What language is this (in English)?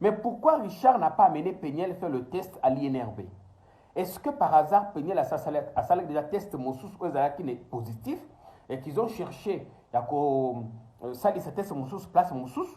Lingala